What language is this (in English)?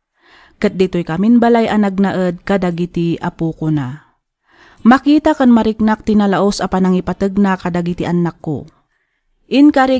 Iloko